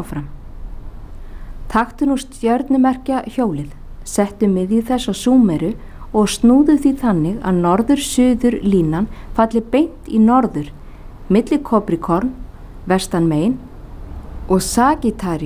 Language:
Icelandic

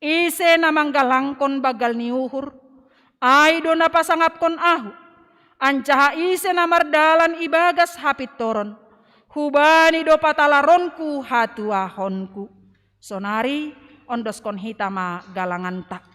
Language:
Batak Simalungun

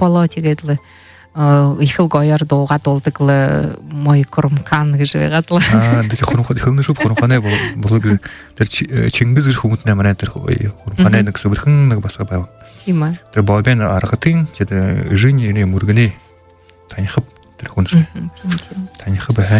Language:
Buriat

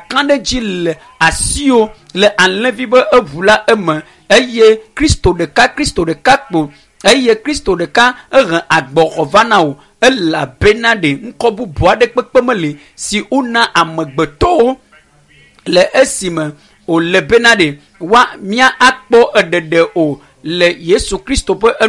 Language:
Ewe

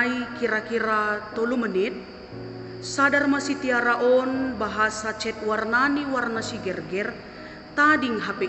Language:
Batak Simalungun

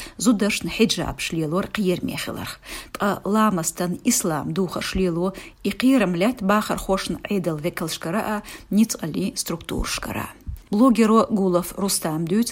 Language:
Chechen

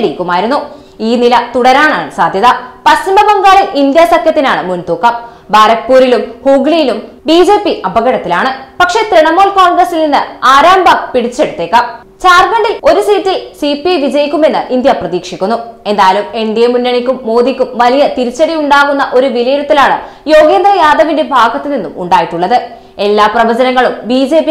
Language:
Malayalam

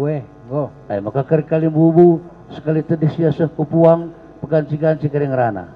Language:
Batak Karo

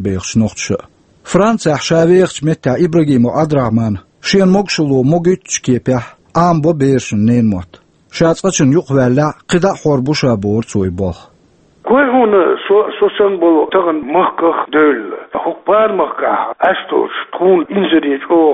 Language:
Chechen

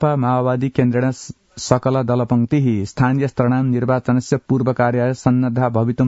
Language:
Sanskrit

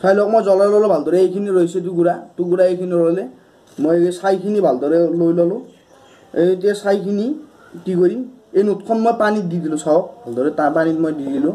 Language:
Assamese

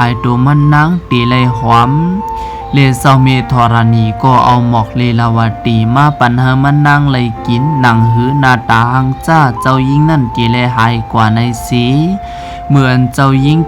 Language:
Shan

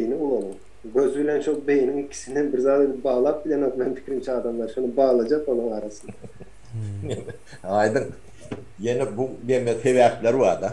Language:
Turkmen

